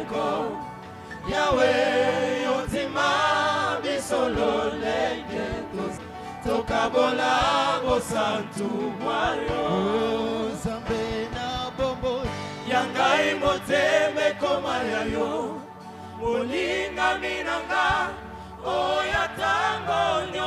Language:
French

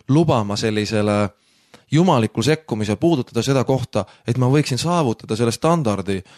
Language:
Estonian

